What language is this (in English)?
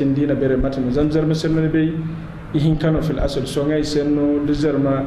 Zarma